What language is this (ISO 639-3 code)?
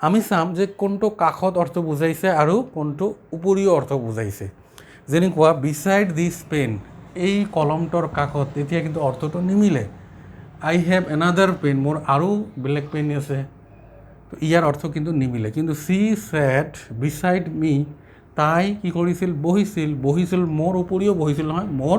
asm